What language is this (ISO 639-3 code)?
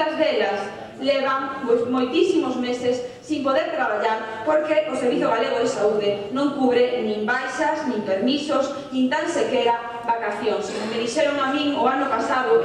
glg